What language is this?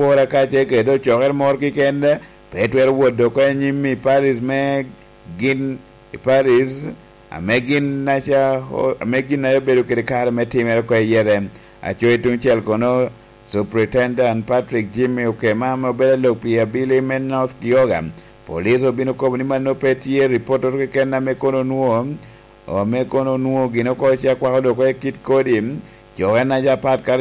Lango (Uganda)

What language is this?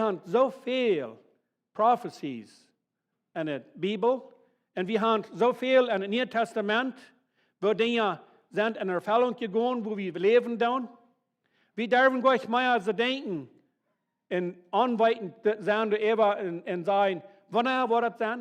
Plautdietsch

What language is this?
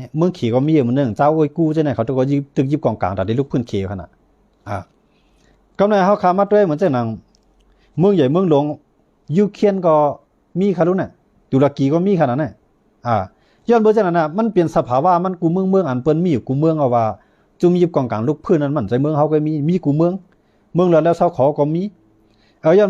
Shan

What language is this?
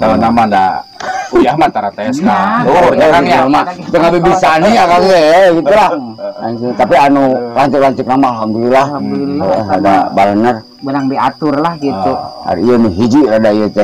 Sundanese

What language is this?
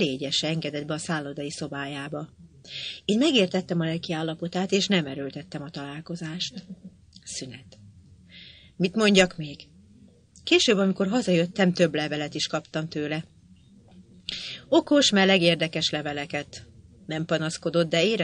Hungarian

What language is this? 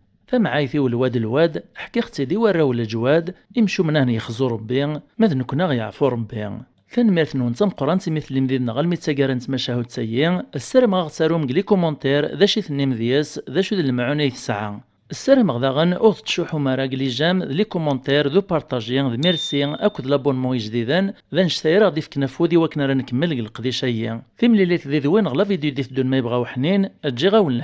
Kabyle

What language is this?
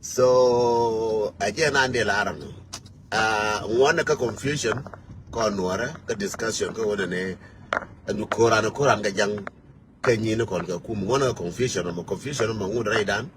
Nuer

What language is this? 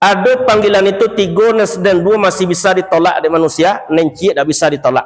Minangkabau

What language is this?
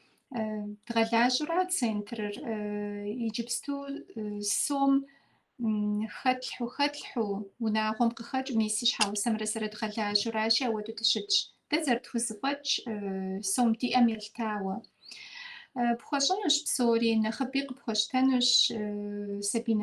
Kabardian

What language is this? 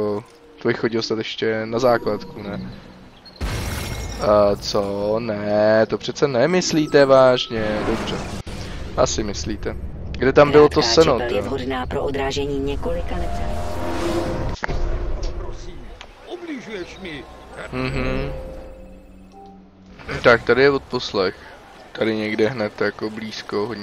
Czech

